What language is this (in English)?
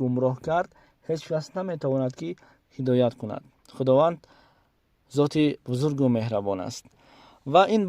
Tajik